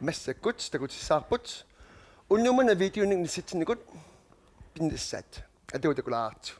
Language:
Kalaallisut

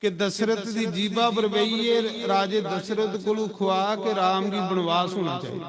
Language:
Dogri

